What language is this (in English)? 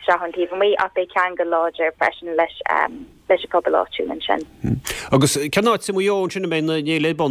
Irish